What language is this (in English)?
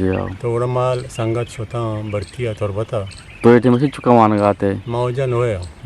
Eastern Balochi